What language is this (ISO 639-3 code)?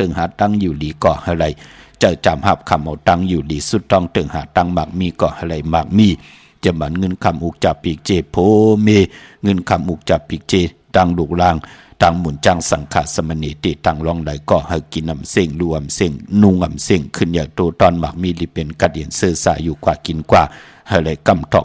shn